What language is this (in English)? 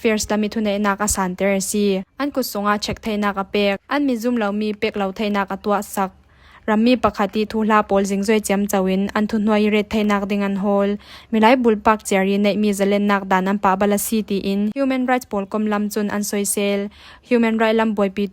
Falam Chin